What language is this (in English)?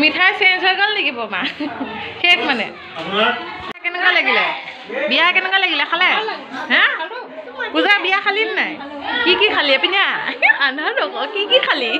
Assamese